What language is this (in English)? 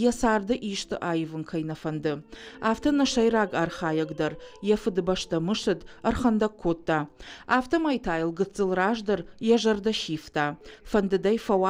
Ossetic